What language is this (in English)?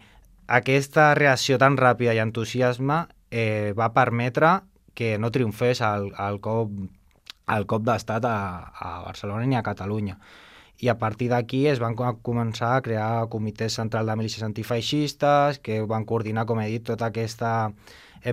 Catalan